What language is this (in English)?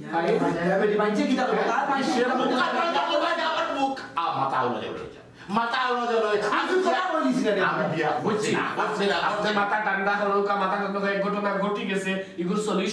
Sylheti